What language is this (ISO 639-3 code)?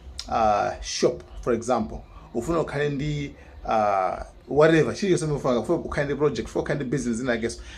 nya